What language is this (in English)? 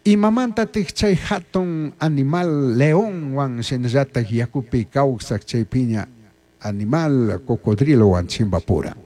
Chimborazo Highland Quichua